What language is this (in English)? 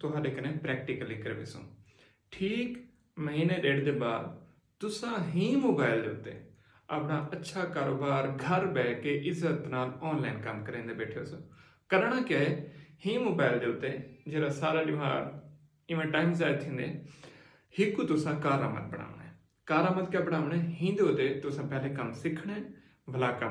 Saraiki